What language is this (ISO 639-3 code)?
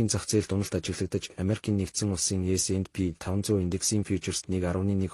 mon